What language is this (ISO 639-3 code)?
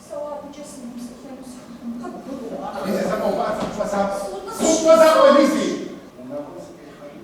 kbd